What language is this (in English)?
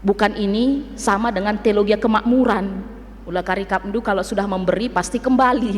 Batak Karo